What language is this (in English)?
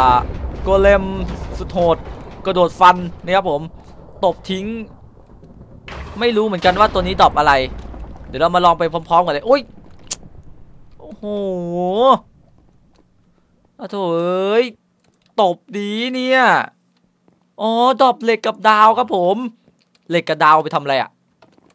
Thai